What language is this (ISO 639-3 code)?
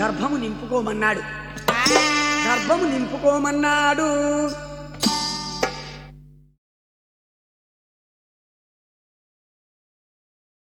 tel